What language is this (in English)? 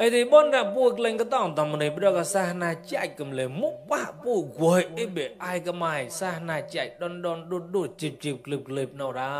Mon